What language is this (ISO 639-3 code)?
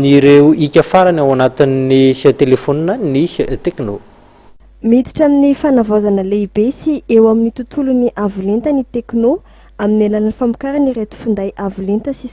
mlg